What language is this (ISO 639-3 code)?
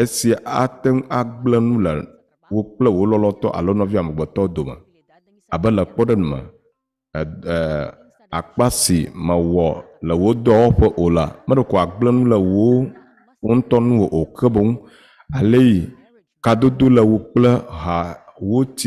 ewe